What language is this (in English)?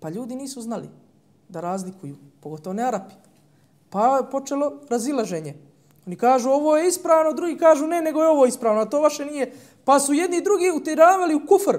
Bosnian